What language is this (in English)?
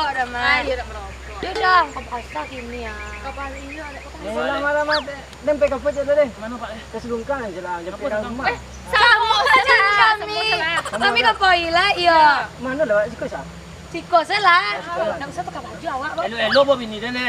Minangkabau